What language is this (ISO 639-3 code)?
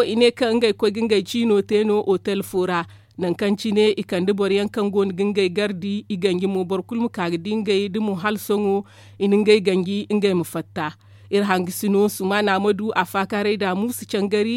dje